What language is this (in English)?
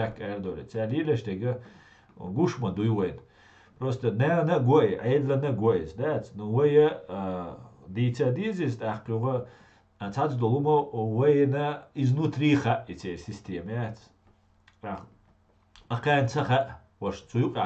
Chechen